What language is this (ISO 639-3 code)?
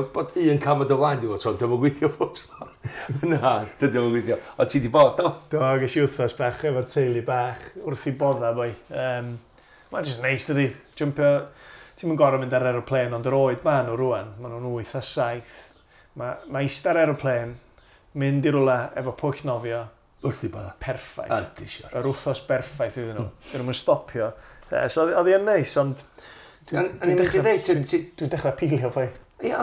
cym